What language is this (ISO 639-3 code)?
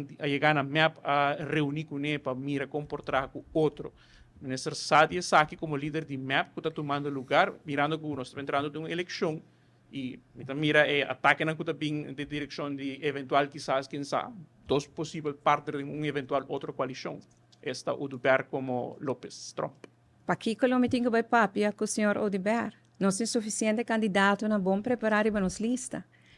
pap